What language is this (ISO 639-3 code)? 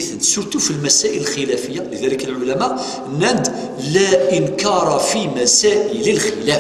kab